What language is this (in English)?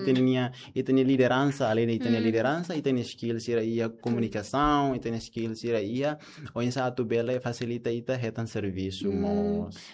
Tetum